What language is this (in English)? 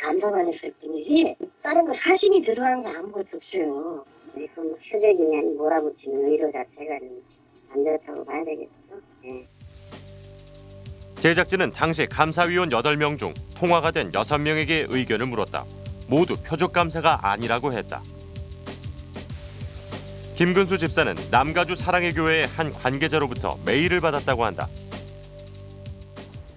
Korean